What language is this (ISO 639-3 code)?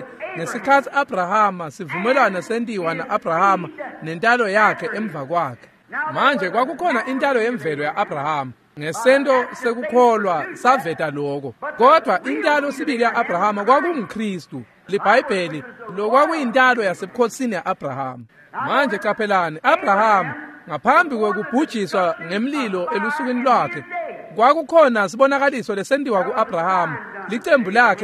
ssw